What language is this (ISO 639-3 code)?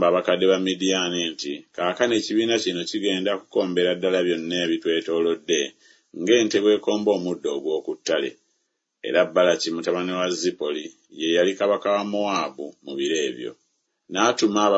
lug